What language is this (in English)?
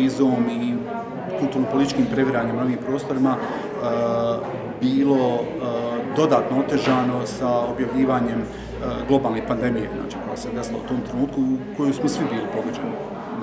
Bosnian